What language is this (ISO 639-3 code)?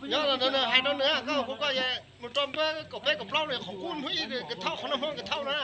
hmn